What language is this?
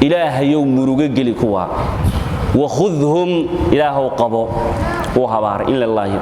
Somali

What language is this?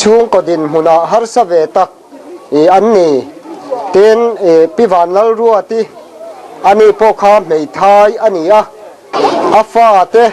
Mizo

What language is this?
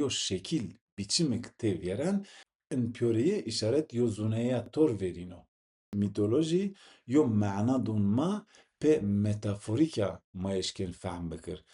Zaza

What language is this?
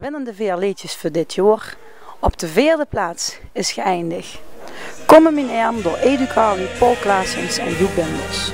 Limburgish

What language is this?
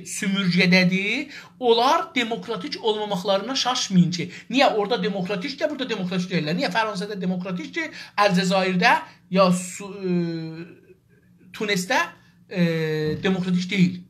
South Azerbaijani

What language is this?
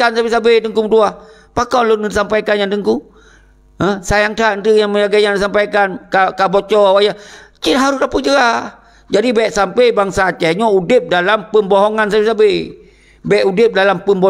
Achinese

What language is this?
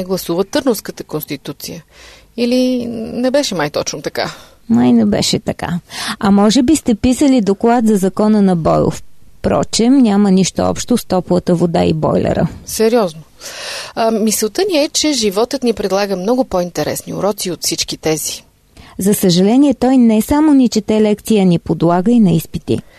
Bulgarian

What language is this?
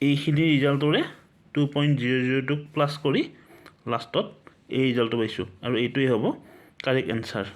Assamese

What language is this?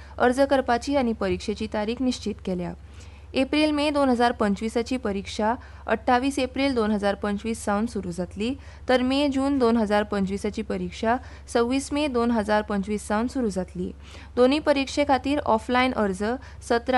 Konkani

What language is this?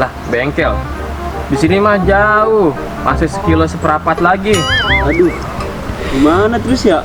Betawi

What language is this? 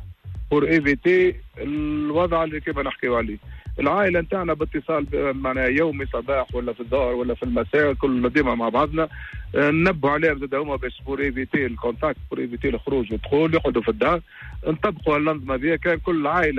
Tunisian Arabic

